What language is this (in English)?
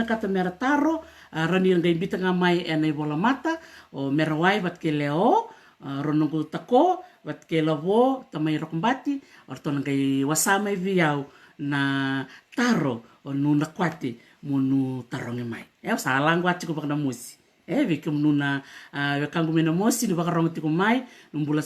Fijian